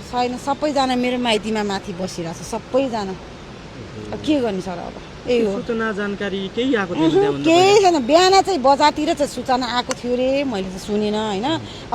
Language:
Nepali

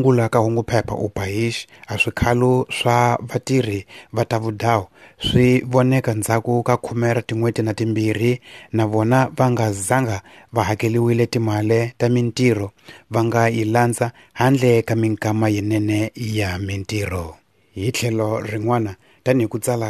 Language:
Tsonga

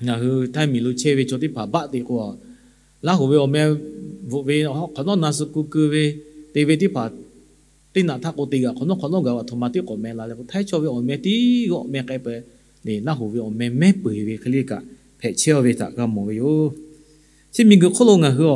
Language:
Lahu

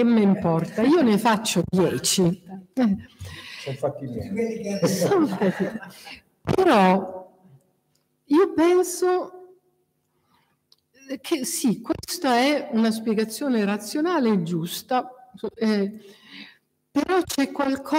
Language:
Italian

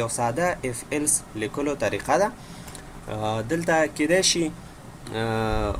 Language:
Pashto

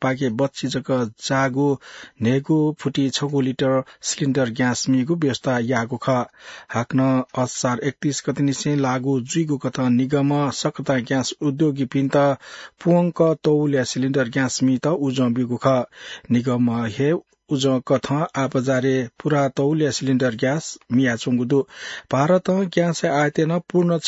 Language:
Newari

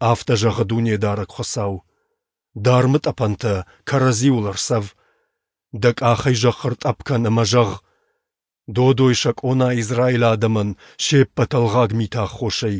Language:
Ossetic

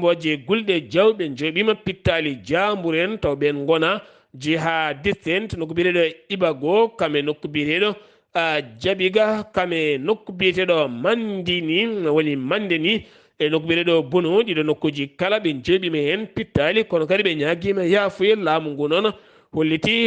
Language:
Fula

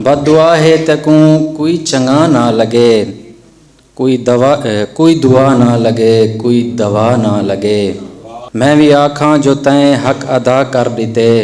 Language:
Saraiki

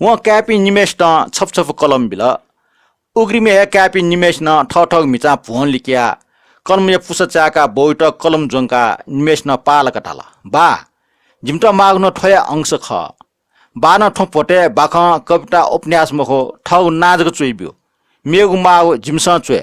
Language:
Newari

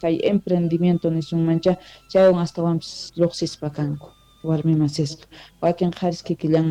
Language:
South Bolivian Quechua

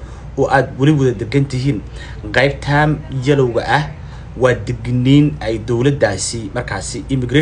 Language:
Somali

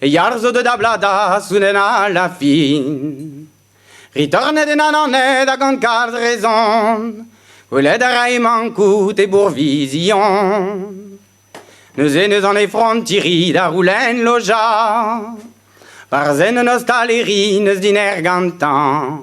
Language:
Breton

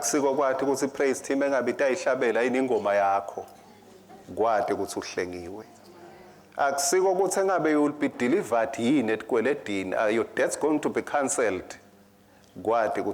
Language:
Swati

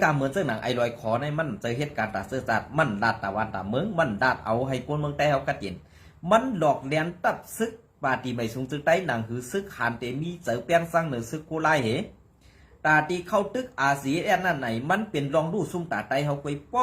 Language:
Shan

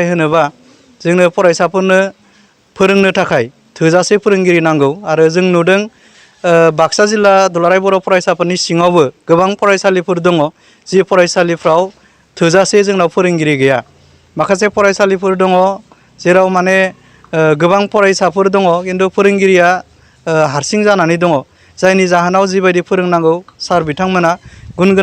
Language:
Bodo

